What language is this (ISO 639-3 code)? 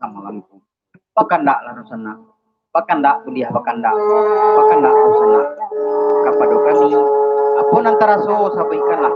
min